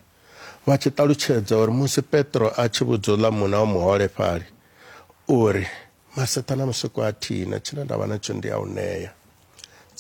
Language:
Venda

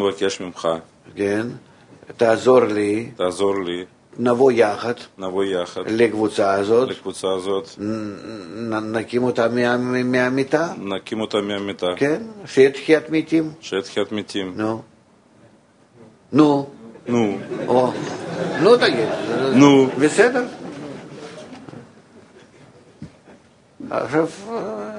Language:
Hebrew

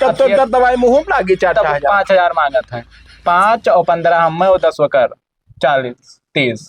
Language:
Awadhi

